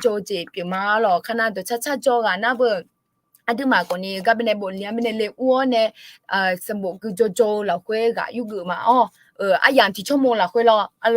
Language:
Akha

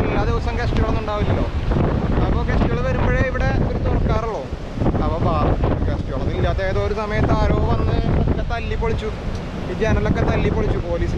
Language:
Malayalam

